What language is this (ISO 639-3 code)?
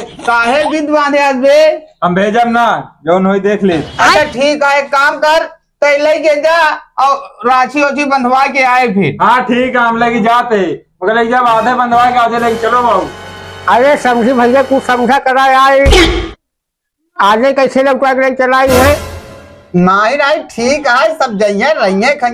awa